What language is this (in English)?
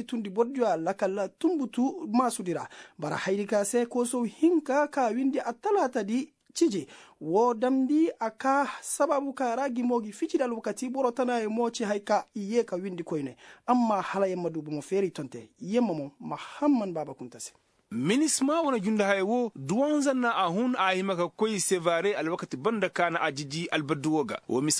Koyraboro Senni